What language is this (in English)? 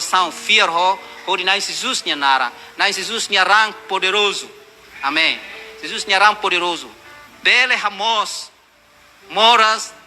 Tetum